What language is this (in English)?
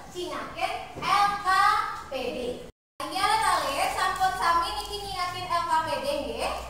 Balinese